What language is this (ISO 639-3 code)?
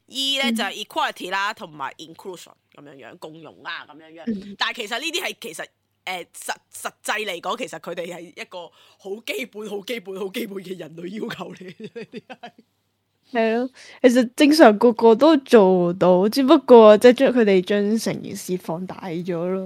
yue